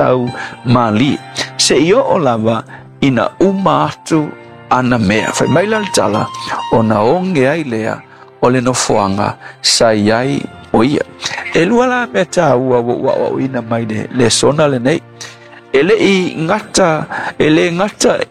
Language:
Samoan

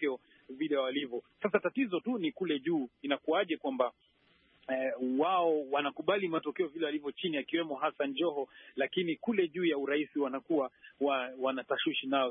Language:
Swahili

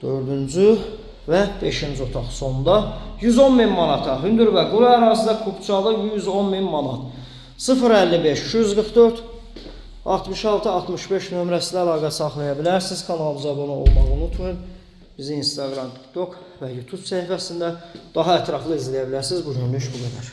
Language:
Azerbaijani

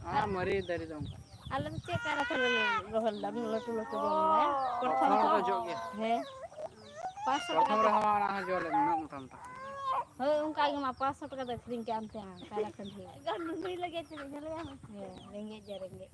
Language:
Santali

